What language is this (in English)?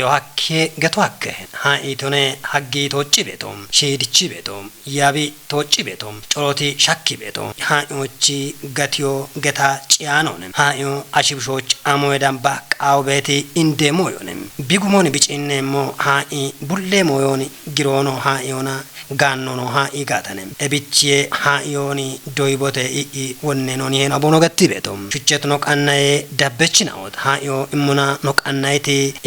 Kafa